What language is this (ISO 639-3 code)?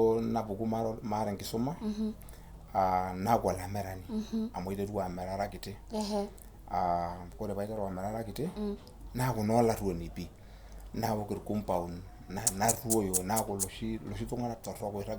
mas